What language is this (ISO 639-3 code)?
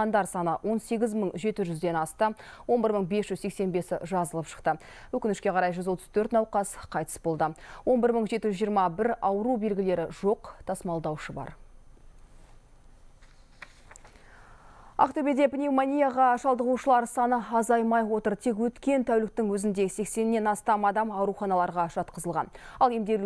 kaz